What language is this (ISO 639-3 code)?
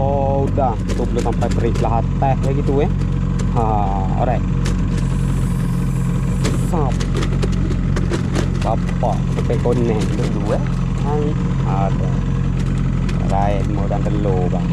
msa